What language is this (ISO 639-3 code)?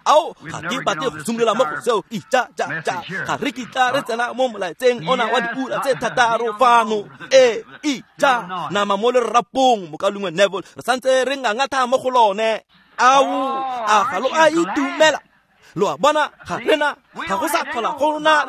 tsn